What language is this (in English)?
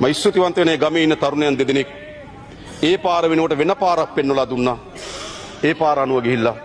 Sinhala